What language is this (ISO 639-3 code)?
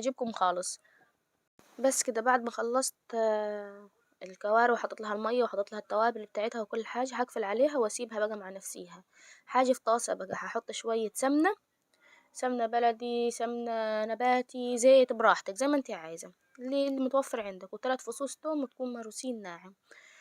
arz